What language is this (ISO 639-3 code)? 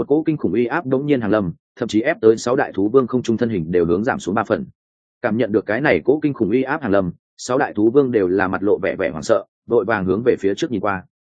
vie